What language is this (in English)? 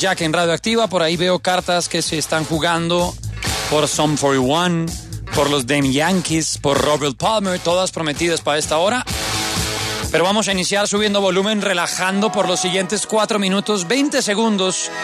Spanish